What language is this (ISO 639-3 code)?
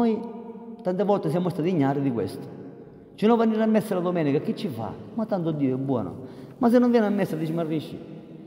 ita